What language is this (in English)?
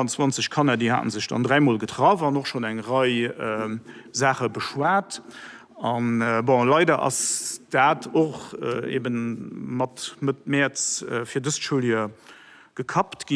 Luxembourgish